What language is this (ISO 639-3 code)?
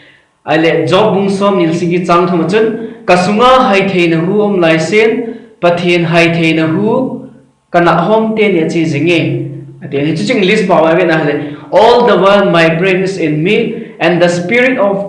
tcz